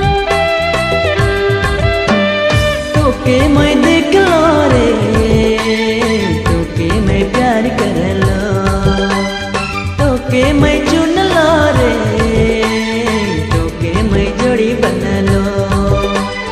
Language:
Sadri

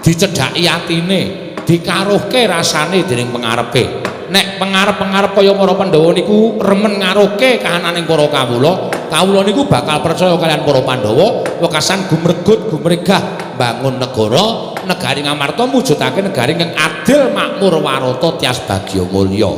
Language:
Javanese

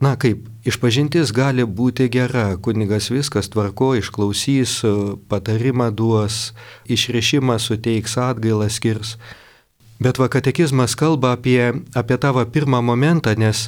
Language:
Lithuanian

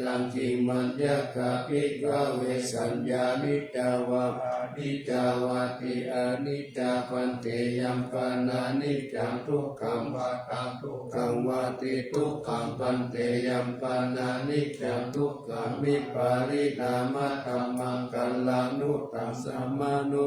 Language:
Pali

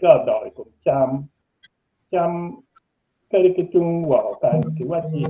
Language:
Acoli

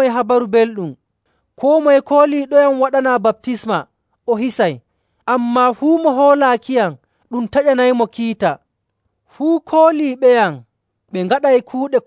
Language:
Nigerian Fulfulde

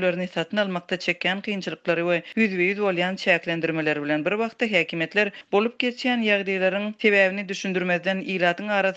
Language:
Turkmen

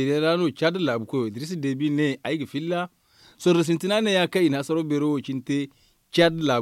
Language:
Zarma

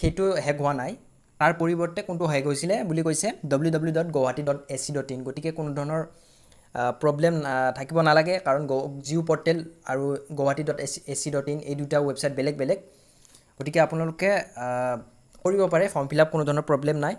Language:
Assamese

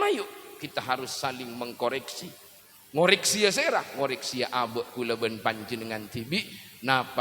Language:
Madurese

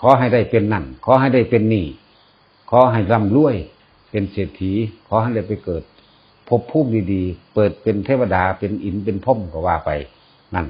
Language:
Lao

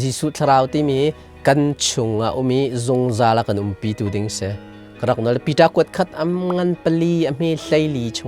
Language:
Hakha Chin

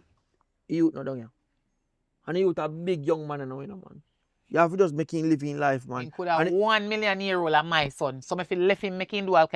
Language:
Jamaican Creole English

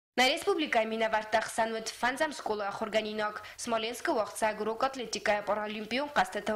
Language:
Ossetic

